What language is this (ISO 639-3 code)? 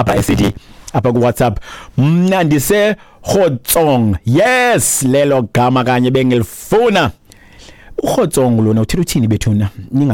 xho